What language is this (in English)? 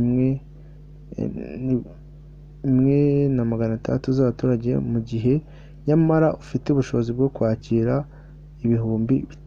Kinyarwanda